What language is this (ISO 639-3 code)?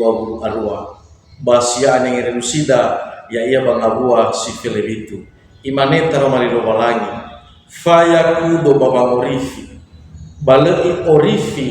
nia